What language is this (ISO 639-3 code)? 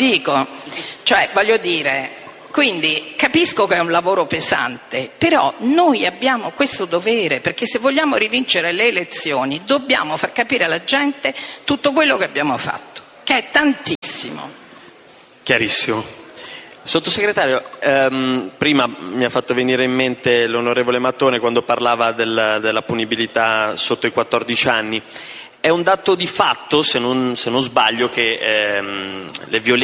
ita